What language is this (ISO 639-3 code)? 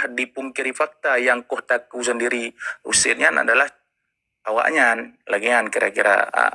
ace